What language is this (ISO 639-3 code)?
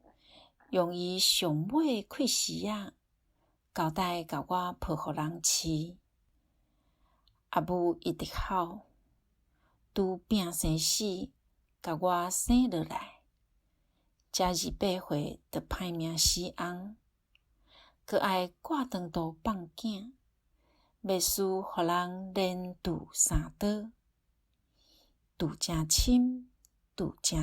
nan